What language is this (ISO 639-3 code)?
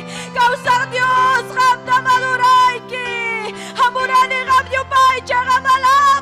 quy